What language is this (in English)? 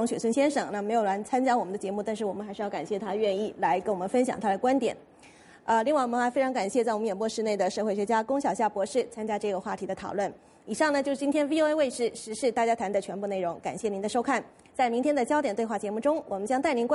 Chinese